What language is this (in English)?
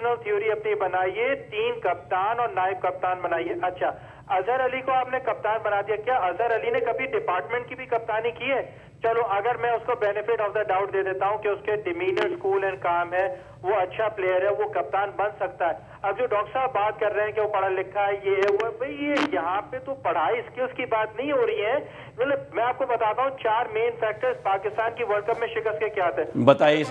Urdu